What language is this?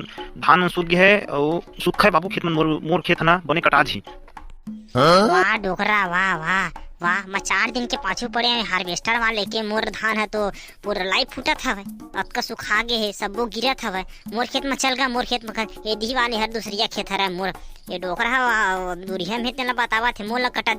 Chhattisgarhi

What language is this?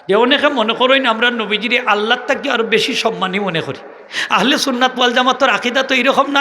Sylheti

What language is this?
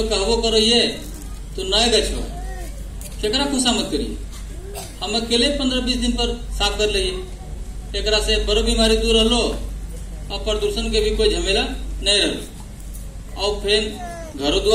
Magahi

